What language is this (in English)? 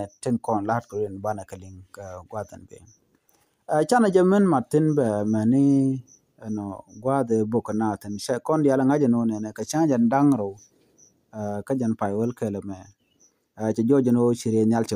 Nuer